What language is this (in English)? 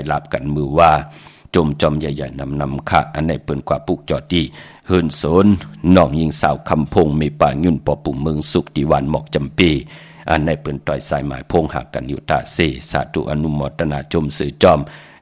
Shan